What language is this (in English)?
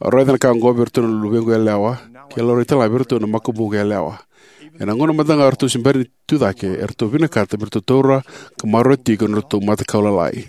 Fijian